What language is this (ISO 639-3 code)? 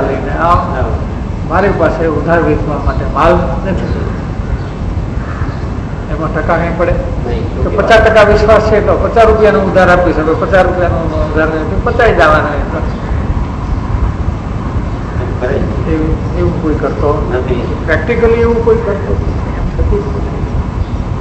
guj